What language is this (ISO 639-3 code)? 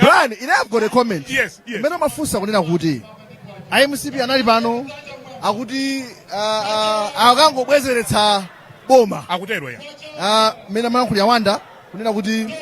nya